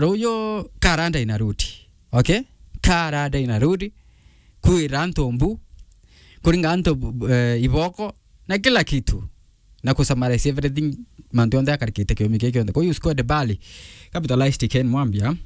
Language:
Meru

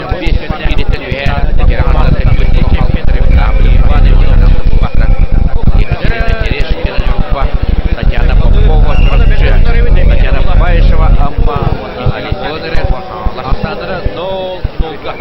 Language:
Yakut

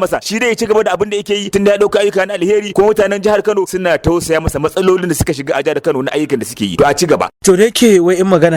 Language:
Hausa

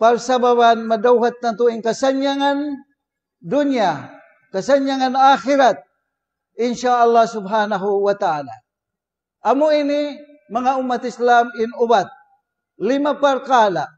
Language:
Tausug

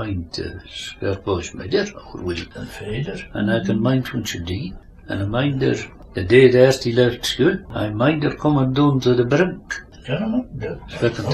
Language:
Scots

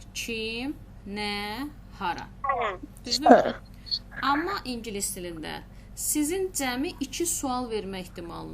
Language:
Azerbaijani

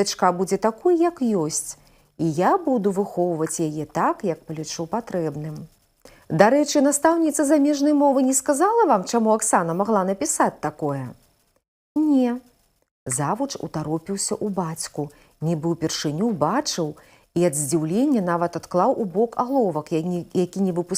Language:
Belarusian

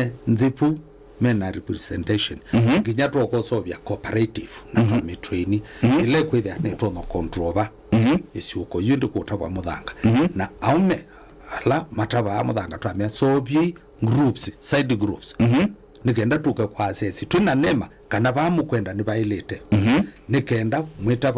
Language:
Kamba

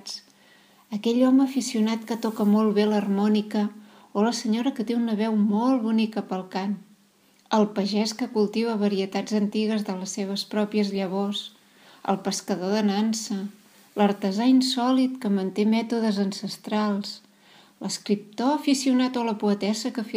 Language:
Catalan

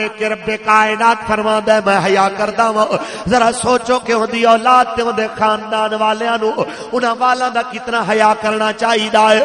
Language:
Western Panjabi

